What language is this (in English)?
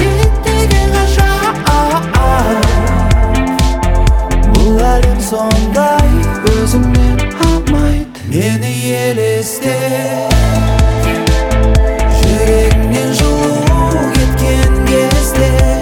Kazakh